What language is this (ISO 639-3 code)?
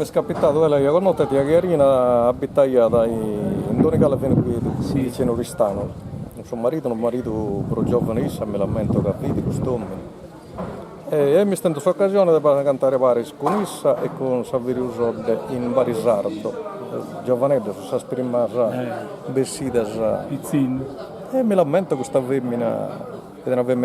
srd